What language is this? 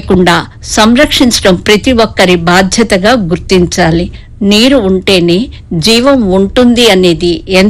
Telugu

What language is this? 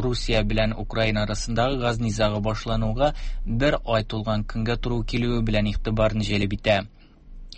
Tatar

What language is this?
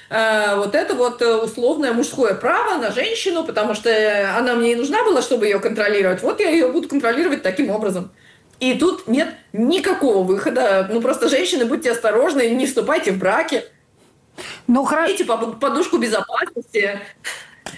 Russian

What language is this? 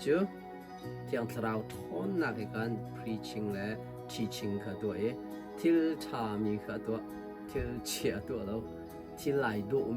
Hakha Chin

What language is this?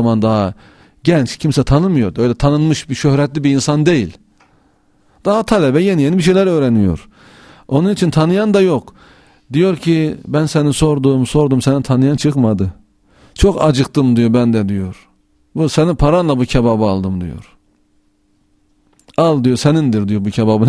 Turkish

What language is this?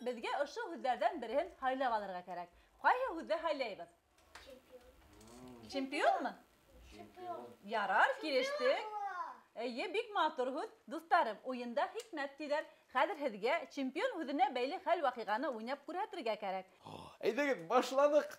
Bashkir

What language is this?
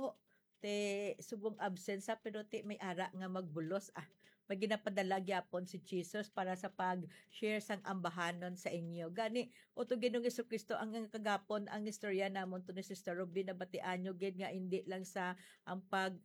Hiligaynon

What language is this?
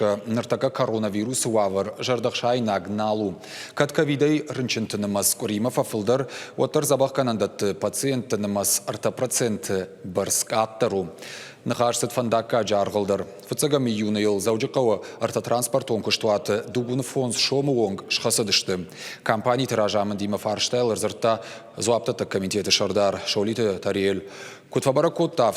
Ossetic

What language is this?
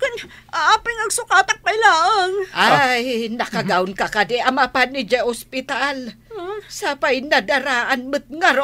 Iloko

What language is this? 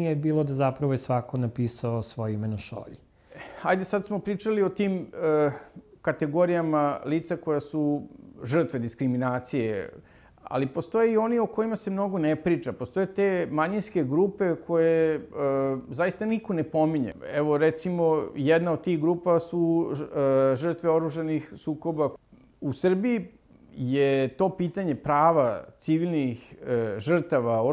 Serbian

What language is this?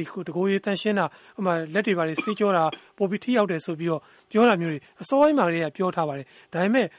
Burmese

